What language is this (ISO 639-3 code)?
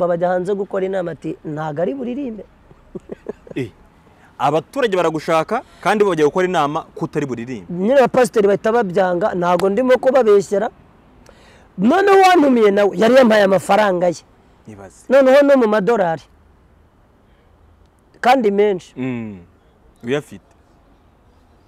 kin